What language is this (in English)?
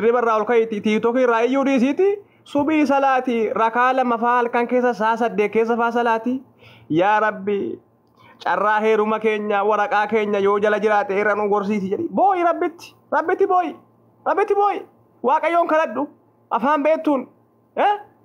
Oromo